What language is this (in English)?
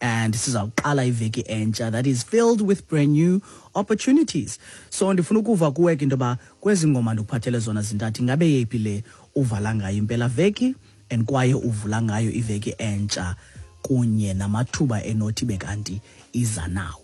Xhosa